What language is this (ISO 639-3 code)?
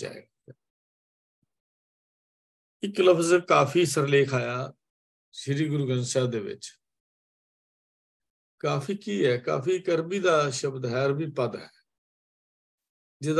pan